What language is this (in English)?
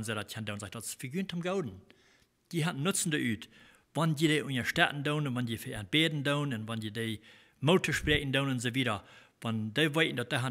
Plautdietsch